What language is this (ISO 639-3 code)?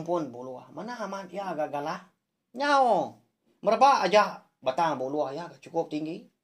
iba